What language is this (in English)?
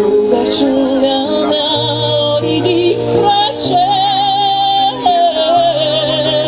Romanian